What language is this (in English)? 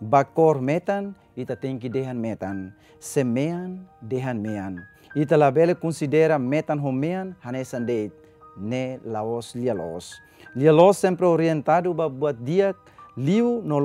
Tetum